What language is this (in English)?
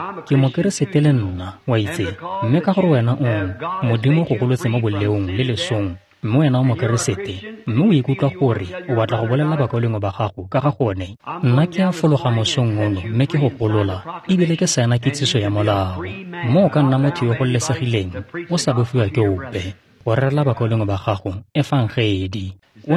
Tswana